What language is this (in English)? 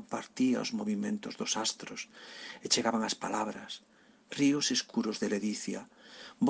Galician